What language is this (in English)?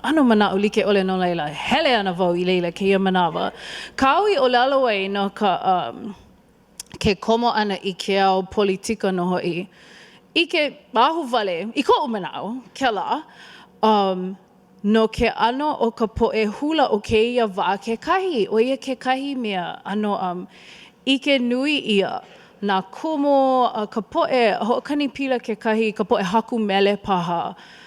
Hawaiian